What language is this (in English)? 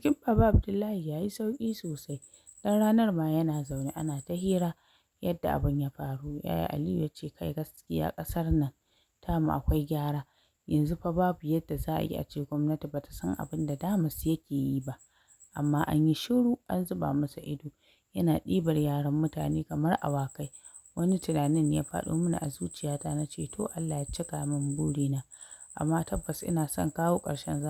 Hausa